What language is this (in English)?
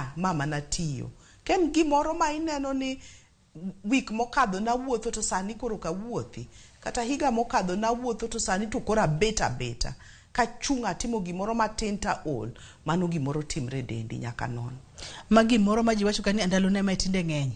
Luo (Kenya and Tanzania)